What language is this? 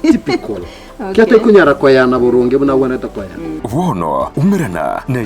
Gusii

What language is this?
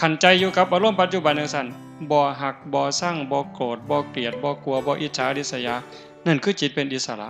Northeastern Thai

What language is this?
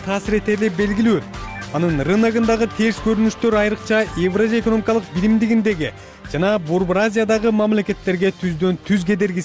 Kyrgyz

